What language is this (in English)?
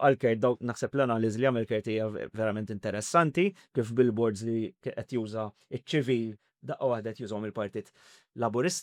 Maltese